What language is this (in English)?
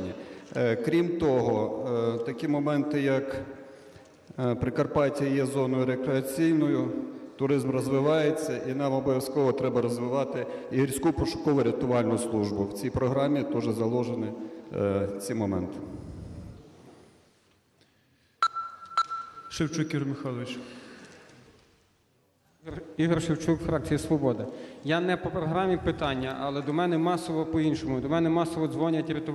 Ukrainian